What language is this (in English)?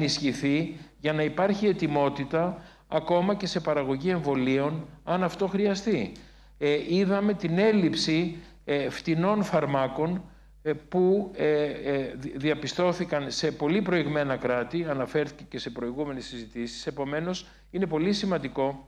Greek